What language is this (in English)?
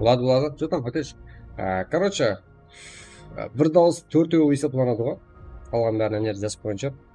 Kara-Kalpak